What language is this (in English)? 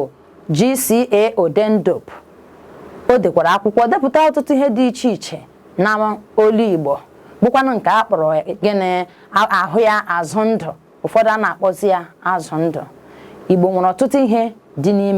Igbo